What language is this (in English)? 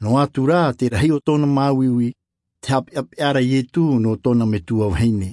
Tahitian